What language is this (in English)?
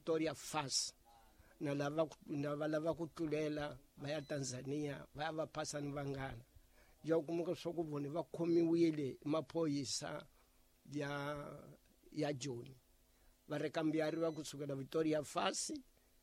Tsonga